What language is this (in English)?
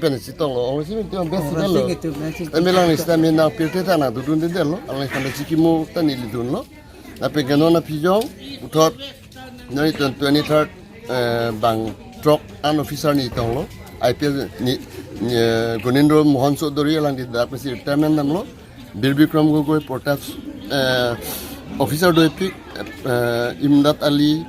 Karbi